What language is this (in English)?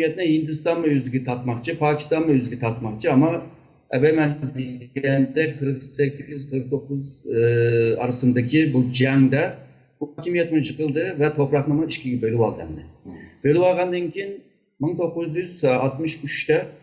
Uyghur